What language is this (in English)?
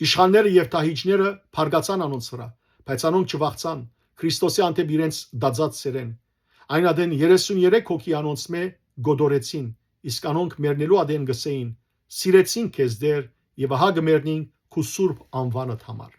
Western Armenian